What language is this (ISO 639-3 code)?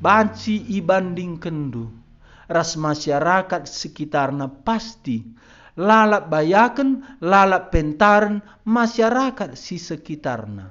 btx